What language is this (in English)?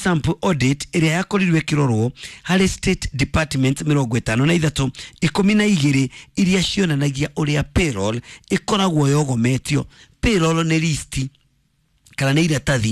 Kikuyu